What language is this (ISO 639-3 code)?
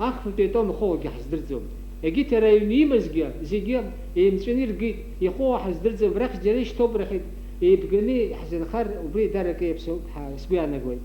abk